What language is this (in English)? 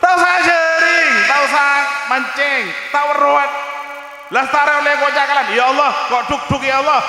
Madurese